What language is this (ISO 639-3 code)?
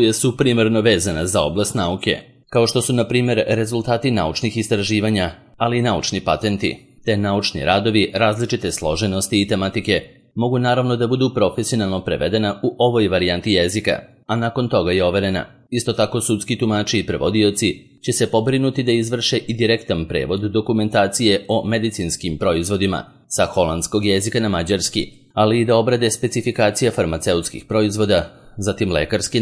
srp